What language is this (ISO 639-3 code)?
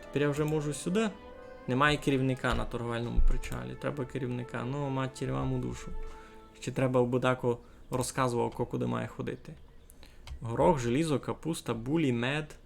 rue